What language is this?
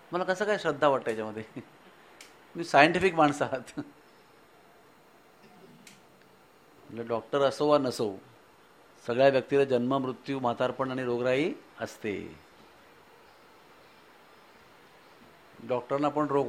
Marathi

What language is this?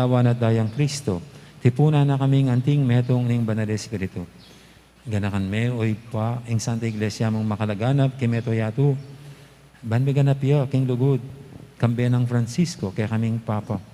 Pampanga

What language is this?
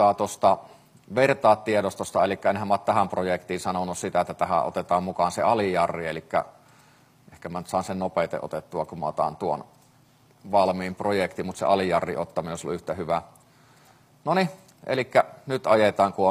Finnish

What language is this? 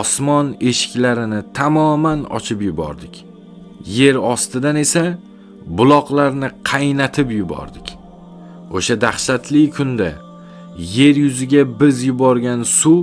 Uzbek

